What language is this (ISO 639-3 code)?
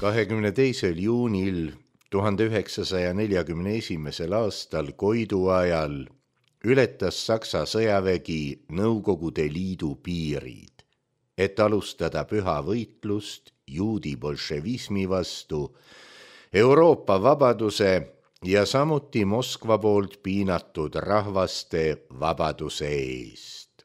est